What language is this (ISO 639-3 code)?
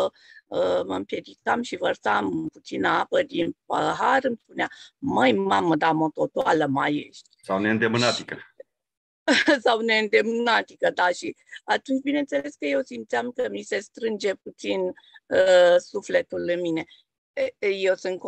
ron